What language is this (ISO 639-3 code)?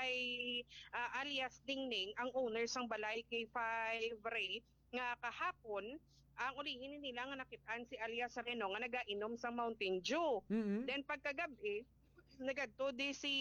hil